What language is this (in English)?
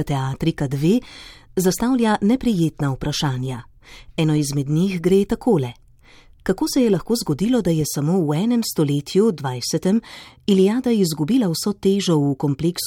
Slovenian